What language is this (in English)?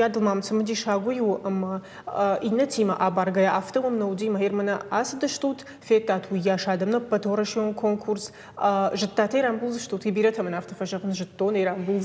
Ossetic